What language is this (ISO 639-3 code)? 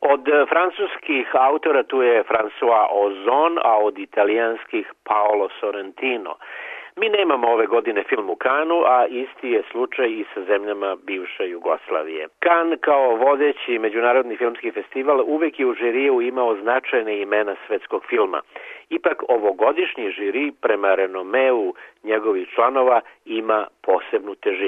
srp